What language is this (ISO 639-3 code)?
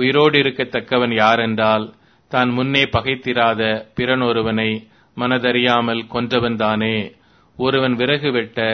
tam